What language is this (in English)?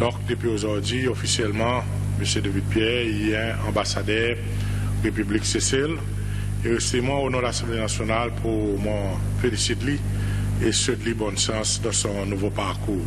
Seselwa Creole French